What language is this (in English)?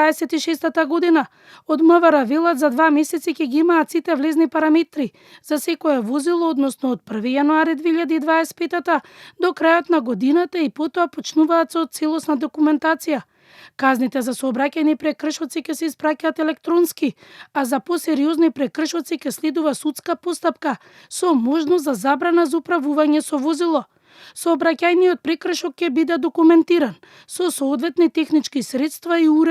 Macedonian